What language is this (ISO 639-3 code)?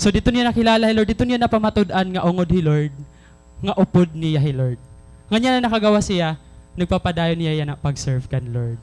war